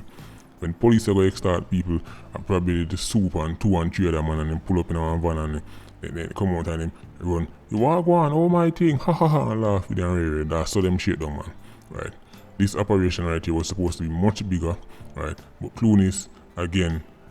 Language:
Jamaican Creole English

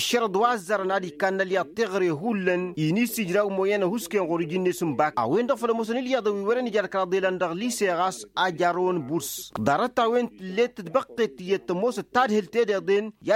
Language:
Tamasheq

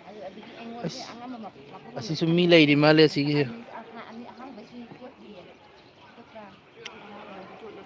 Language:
Manipuri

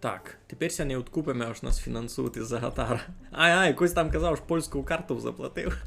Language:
Rusyn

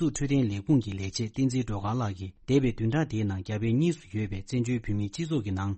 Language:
Tibetan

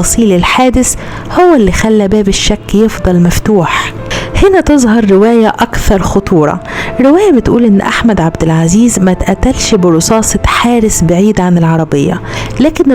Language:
Egyptian Arabic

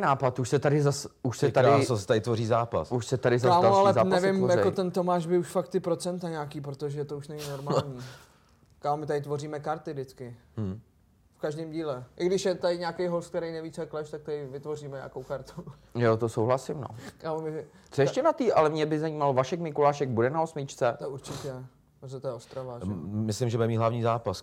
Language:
Czech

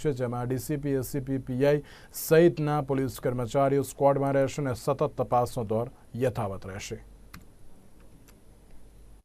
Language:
Gujarati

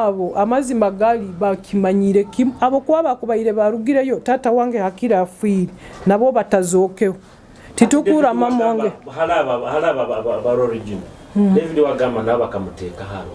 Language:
Nyoro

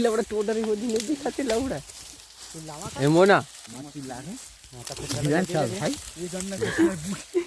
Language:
Chhattisgarhi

